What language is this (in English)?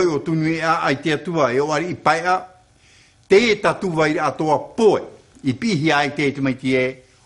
Tahitian